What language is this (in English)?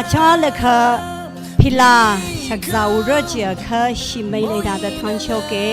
Tangkhul Naga (India)